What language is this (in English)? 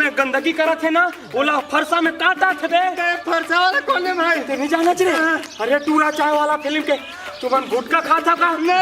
Chhattisgarhi